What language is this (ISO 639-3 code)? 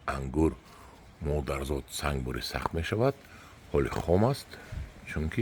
tgk